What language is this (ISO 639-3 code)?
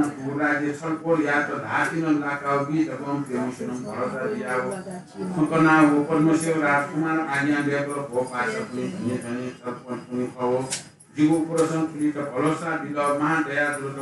new